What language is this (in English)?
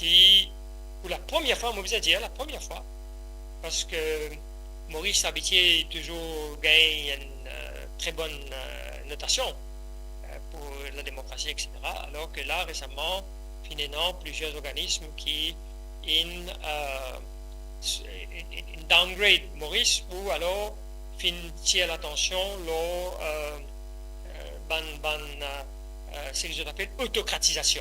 Morisyen